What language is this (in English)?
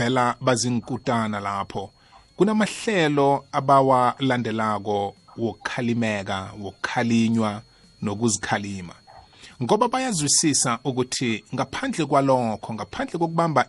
South Ndebele